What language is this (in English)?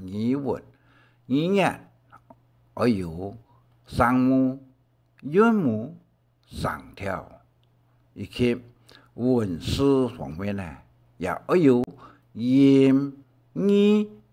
Hakka Chinese